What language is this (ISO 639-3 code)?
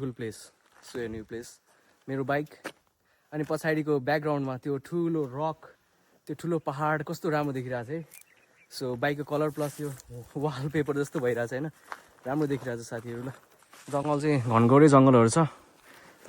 nep